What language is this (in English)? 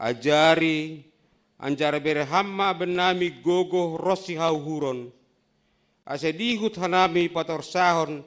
Batak Simalungun